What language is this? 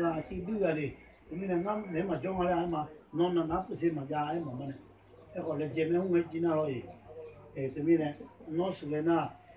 Akha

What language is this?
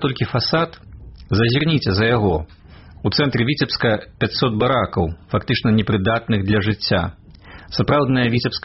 Belarusian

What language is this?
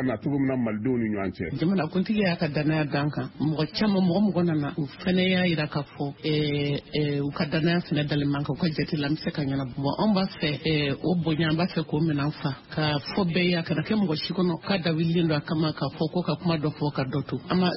Bambara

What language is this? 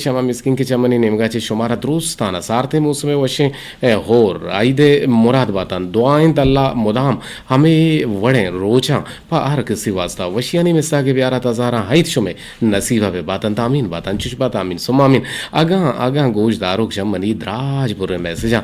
Eastern Balochi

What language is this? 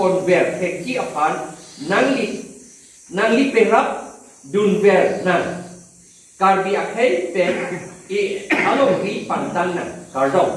Karbi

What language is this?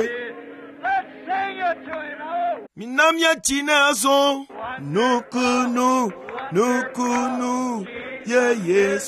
Ewe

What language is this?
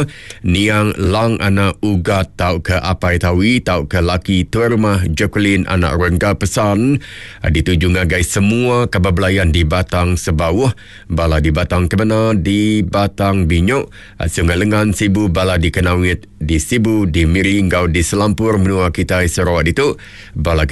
Iban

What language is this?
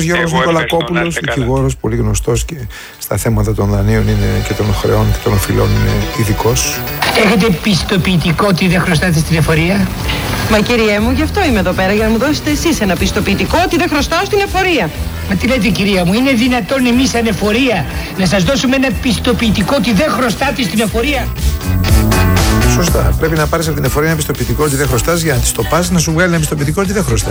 Greek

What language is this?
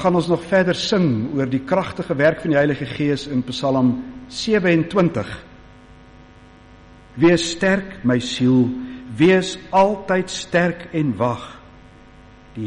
Afrikaans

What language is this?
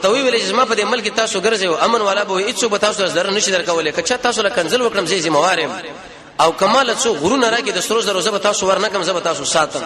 Pashto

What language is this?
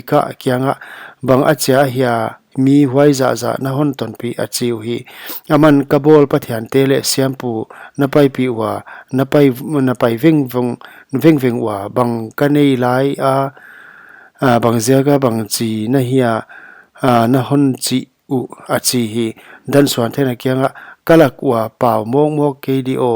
Paite Chin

